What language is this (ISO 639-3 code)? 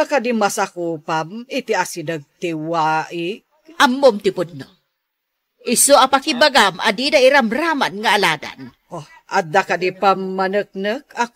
ilo